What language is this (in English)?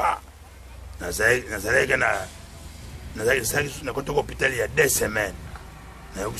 Lingala